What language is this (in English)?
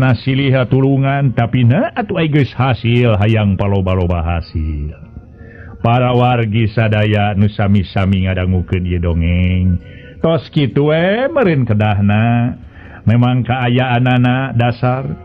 Sundanese